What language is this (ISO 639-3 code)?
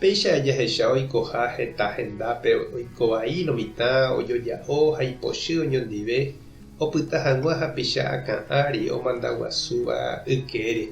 grn